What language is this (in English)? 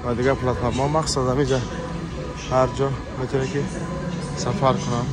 Tajik